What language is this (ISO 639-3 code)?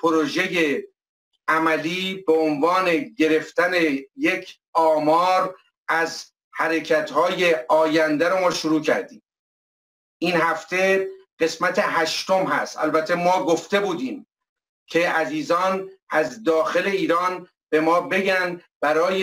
fas